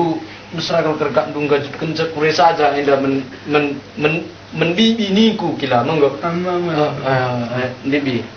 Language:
Batak Karo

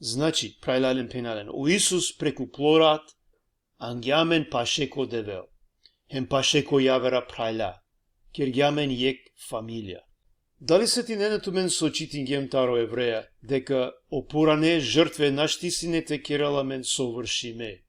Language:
Balkan Romani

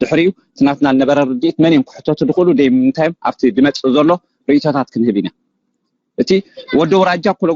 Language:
Tigrinya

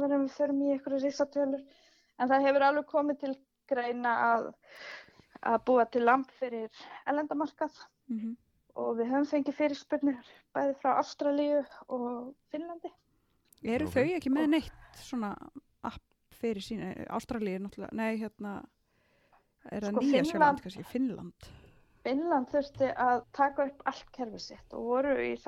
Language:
Icelandic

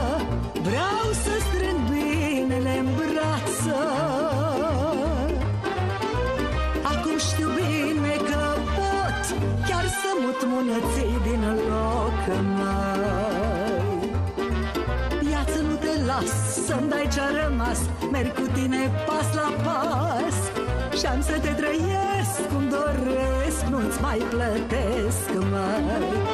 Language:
Romanian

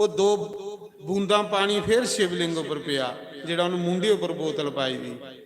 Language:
Dogri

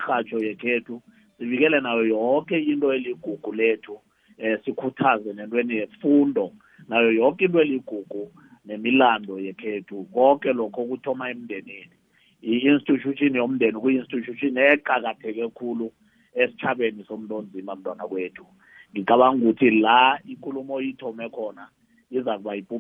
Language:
South Ndebele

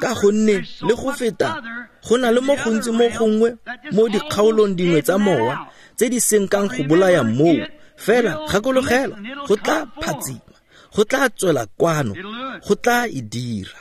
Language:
Tswana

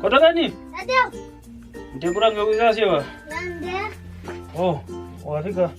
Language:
Kwangali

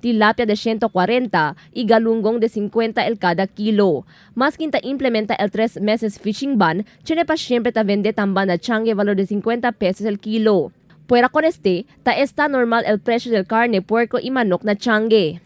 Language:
Chavacano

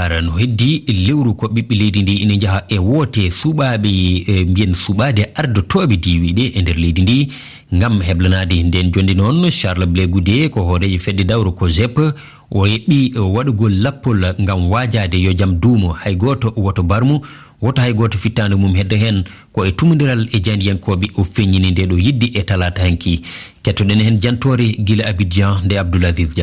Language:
Fula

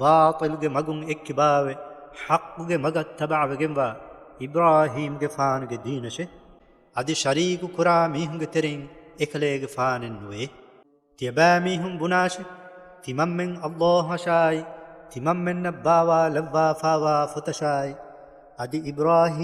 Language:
Divehi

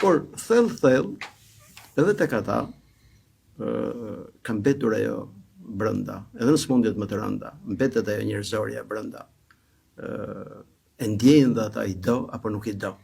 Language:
Albanian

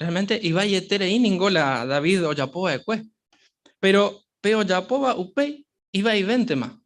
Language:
Guarani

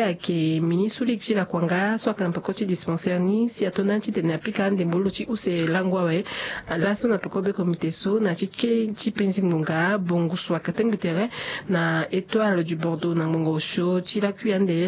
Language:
Sango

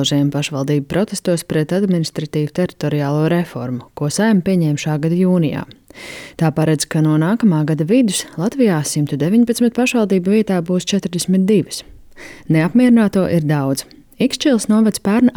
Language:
Latvian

